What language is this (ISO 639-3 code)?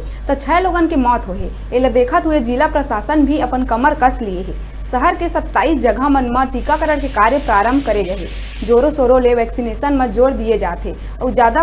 hne